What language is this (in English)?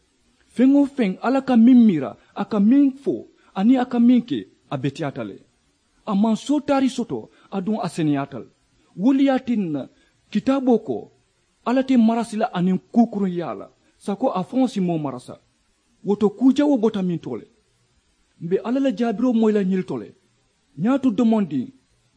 Mandingo